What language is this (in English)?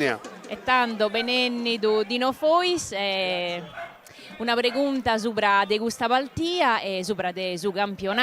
Sardinian